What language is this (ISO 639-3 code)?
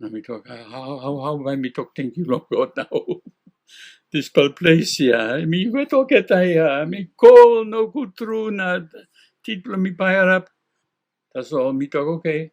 tpi